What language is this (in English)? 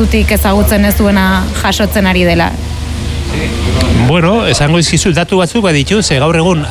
Basque